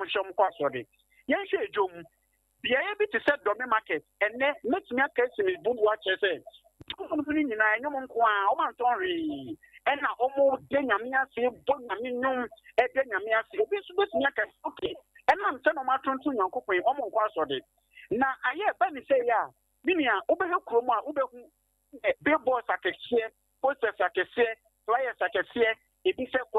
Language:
Akan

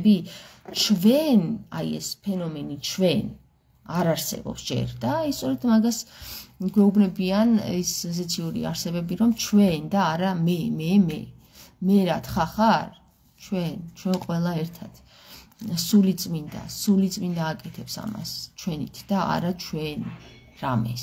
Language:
Georgian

